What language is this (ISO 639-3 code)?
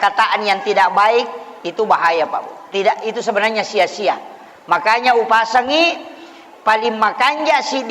bug